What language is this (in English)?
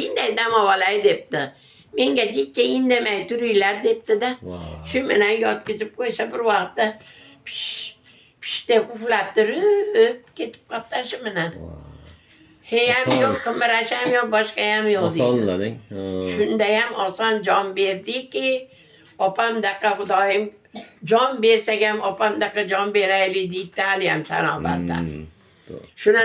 Uzbek